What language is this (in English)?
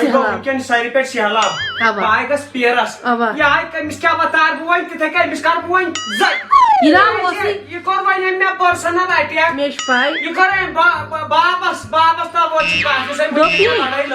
Kashmiri